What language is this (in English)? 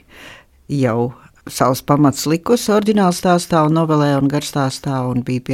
Latvian